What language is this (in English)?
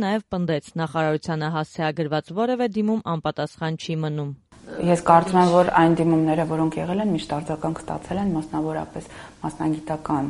Armenian